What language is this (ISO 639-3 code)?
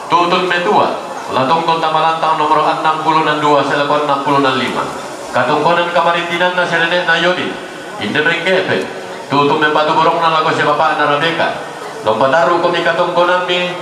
sda